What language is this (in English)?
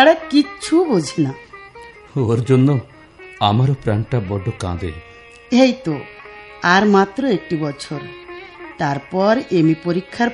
Bangla